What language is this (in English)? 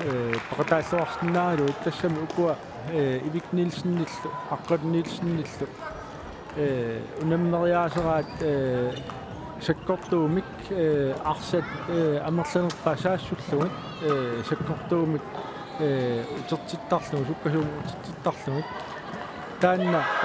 Kalaallisut